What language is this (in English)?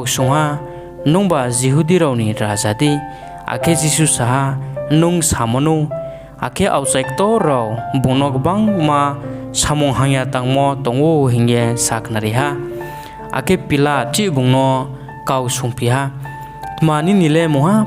Riang (India)